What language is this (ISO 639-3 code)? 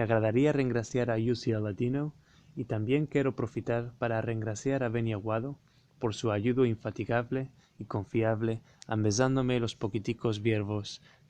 lad